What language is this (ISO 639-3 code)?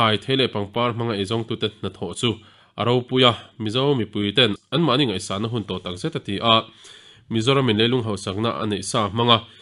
lus